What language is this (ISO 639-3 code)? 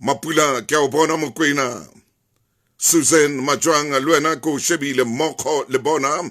sot